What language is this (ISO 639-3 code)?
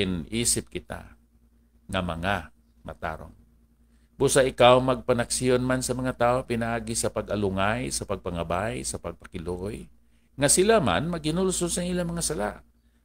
hil